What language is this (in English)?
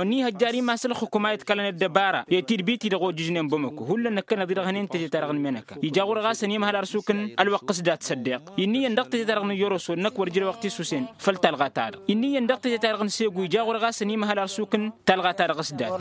Tamasheq